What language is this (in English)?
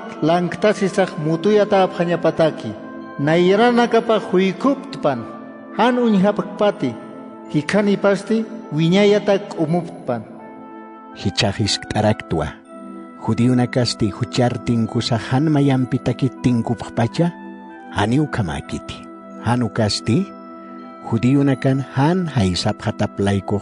Aymara